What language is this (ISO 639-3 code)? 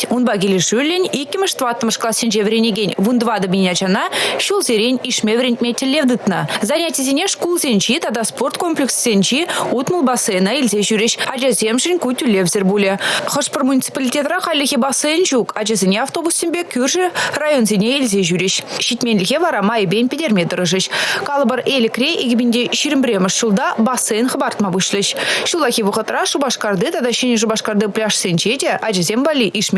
chv